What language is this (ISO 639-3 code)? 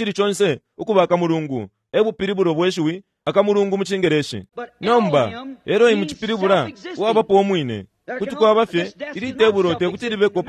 bem